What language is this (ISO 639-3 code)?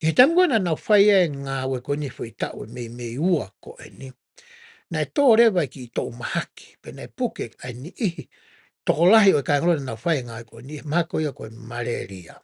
ton